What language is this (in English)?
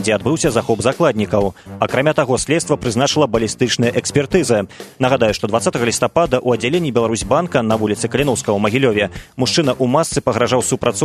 Belarusian